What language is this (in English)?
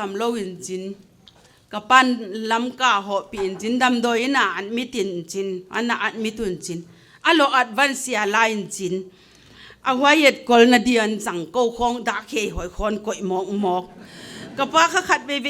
Paite Chin